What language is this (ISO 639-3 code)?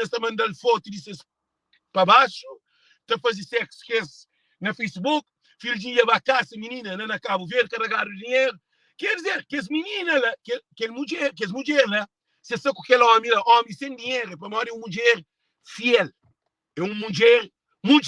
kea